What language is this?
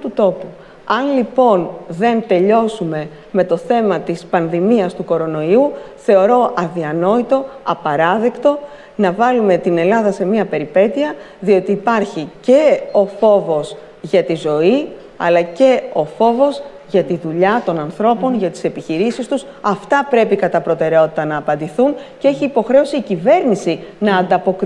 Greek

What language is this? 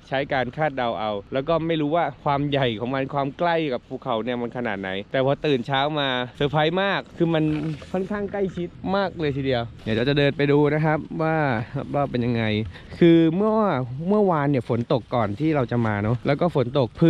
Thai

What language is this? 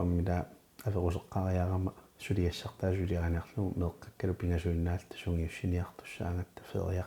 Kalaallisut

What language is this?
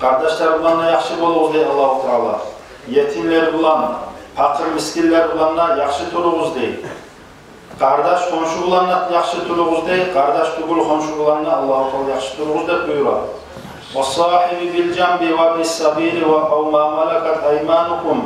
Kumyk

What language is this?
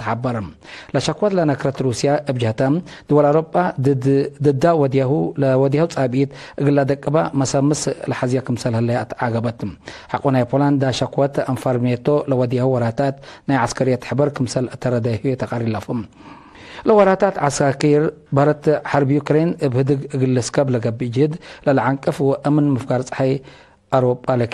Tigre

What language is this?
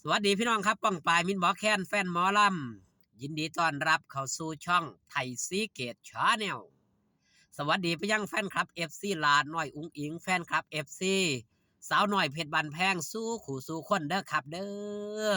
Northeastern Thai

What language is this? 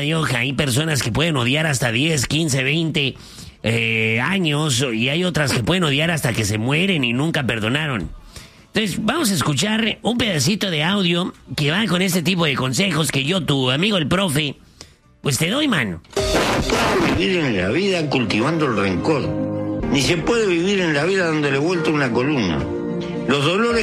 Spanish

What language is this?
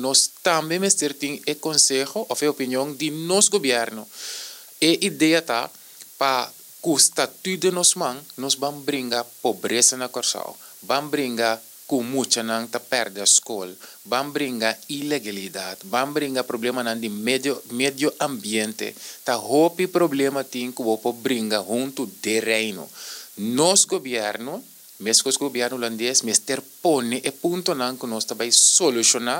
Papiamento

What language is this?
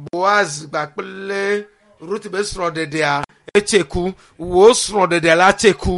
Ewe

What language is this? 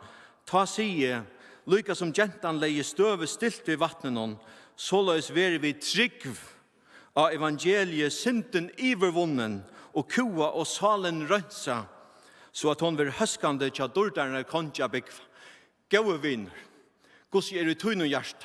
Faroese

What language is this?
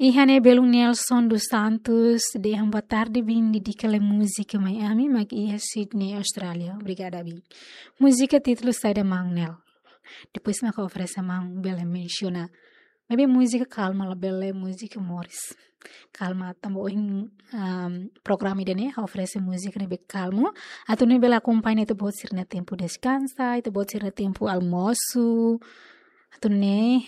Tetum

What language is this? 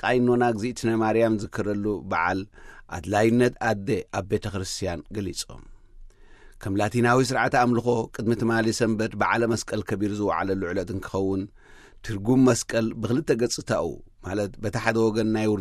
Tigrinya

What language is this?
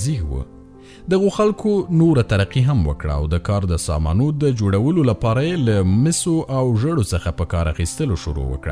Pashto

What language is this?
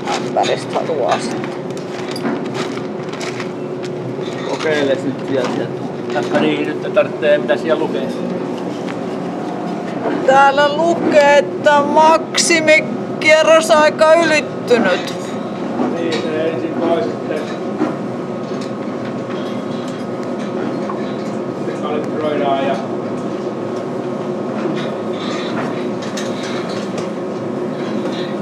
Finnish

